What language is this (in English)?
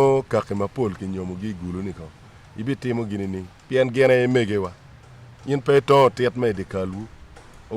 Acoli